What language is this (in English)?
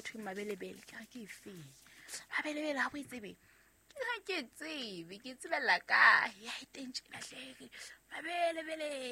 Southern Sotho